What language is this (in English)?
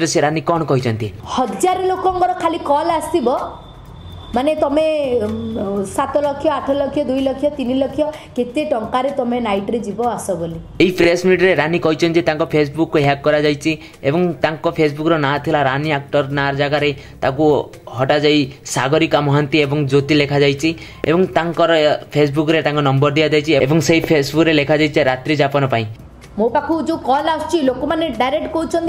Odia